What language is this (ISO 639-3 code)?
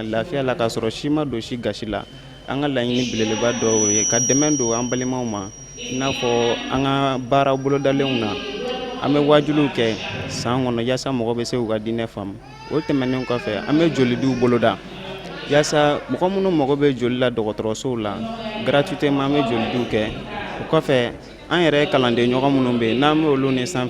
bam